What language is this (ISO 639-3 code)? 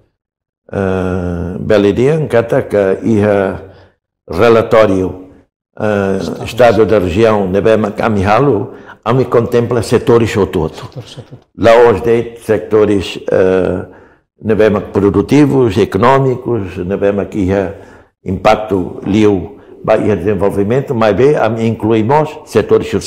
tet